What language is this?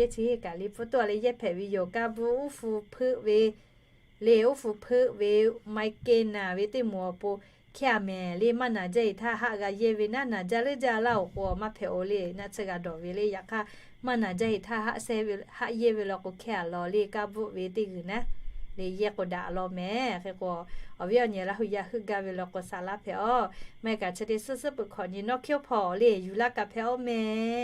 Lahu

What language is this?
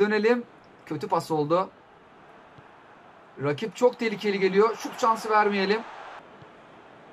Turkish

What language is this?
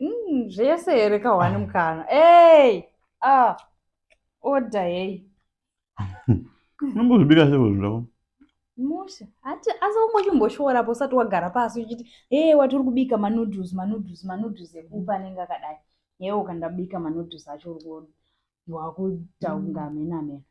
Shona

